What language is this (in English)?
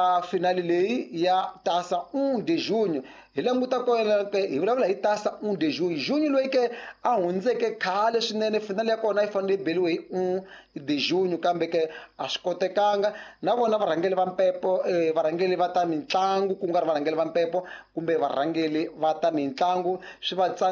Tsonga